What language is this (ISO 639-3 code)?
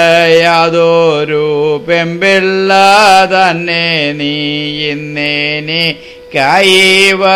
mal